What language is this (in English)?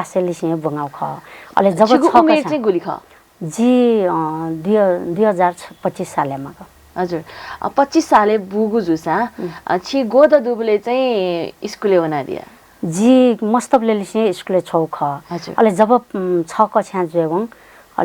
Newari